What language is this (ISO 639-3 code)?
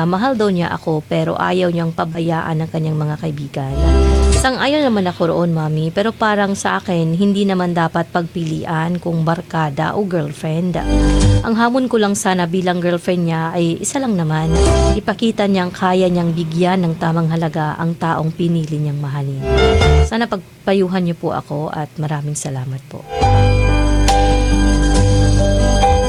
fil